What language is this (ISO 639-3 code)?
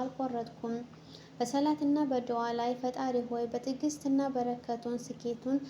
amh